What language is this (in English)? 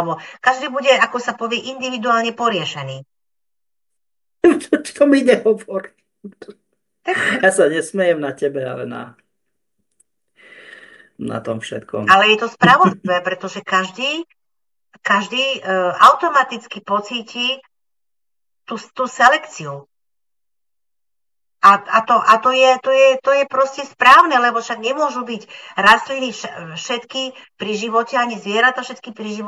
Slovak